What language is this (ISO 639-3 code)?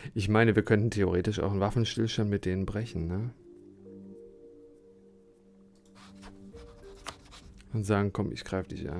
deu